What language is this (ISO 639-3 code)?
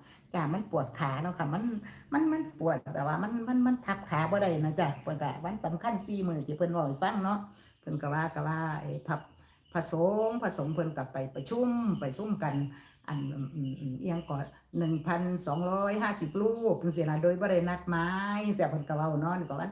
tts